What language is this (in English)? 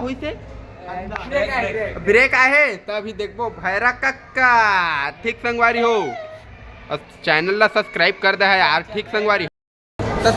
Chhattisgarhi